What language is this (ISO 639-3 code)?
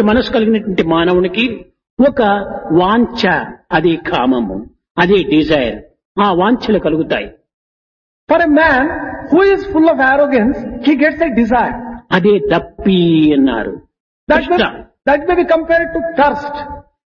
tel